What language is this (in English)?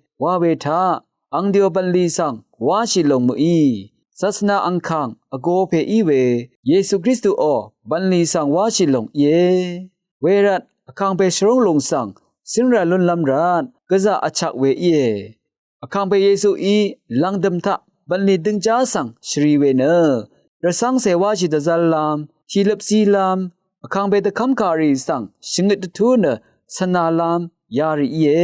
Rawang